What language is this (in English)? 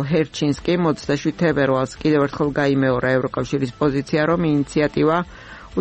Georgian